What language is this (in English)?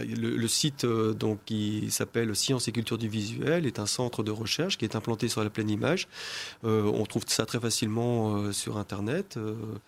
French